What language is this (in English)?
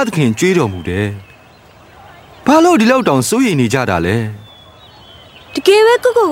Burmese